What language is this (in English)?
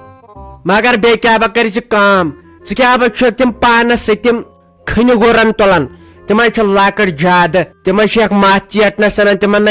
Kashmiri